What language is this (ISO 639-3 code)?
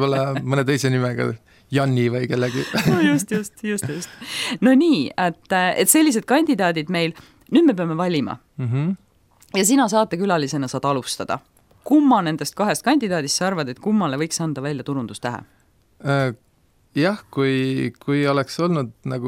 est